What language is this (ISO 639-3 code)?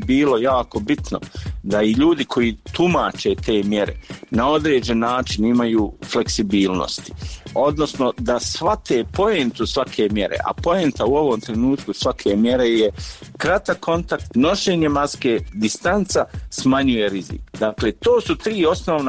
hrv